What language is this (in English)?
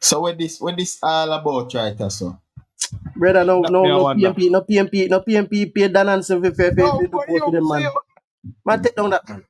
Jamaican Creole English